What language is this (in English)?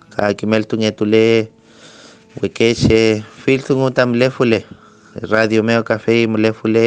Mapuche